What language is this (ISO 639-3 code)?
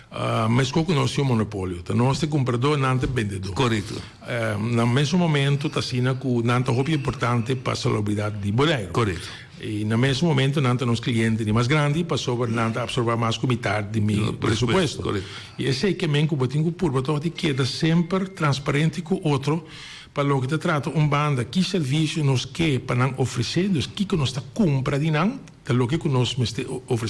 pap